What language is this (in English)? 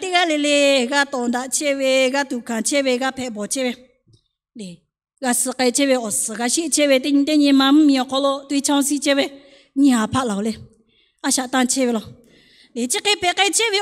Lahu